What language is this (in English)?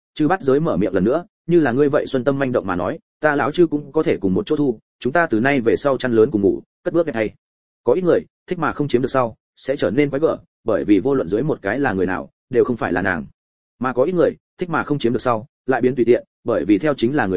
Vietnamese